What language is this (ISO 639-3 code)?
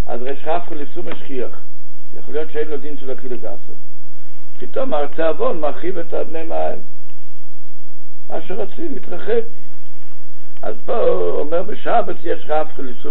heb